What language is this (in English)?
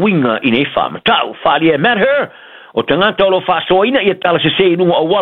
Samoan